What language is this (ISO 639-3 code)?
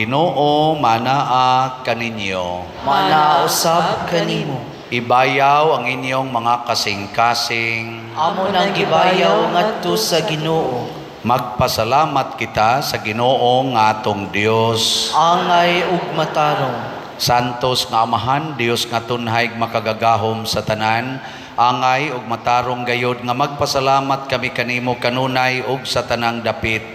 ceb